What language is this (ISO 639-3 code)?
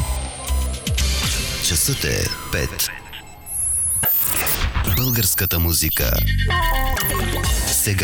bul